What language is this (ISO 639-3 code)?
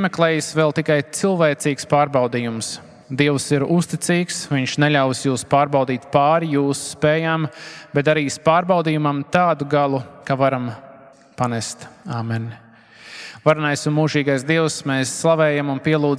lav